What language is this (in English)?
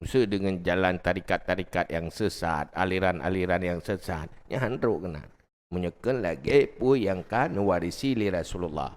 Achinese